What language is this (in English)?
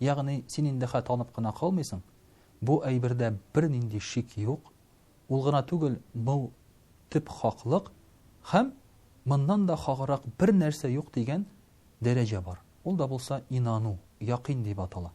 Tatar